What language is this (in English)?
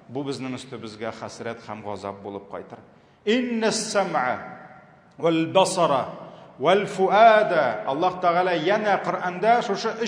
Tatar